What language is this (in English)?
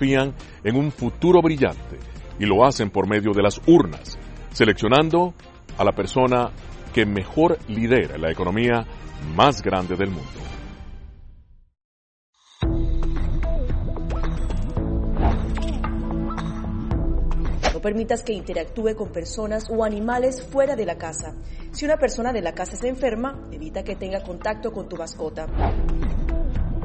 Spanish